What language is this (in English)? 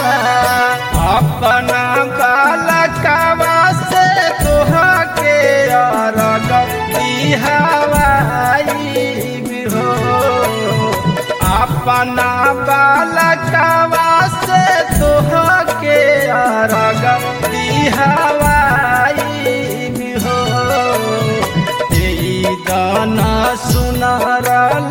Bhojpuri